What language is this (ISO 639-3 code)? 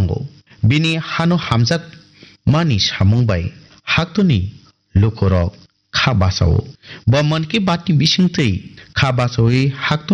trp